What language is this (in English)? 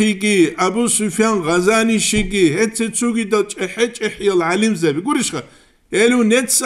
Avaric